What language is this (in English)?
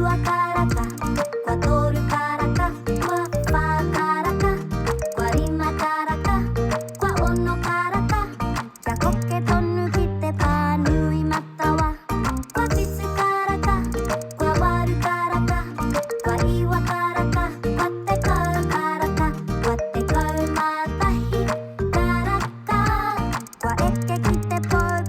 Māori